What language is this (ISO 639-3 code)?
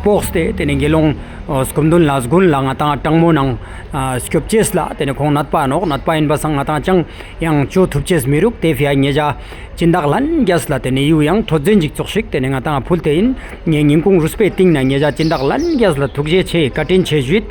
lbj